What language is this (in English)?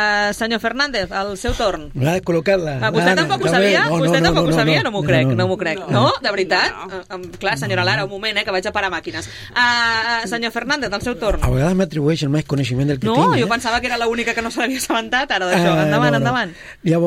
Catalan